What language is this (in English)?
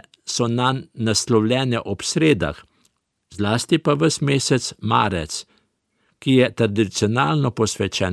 Slovenian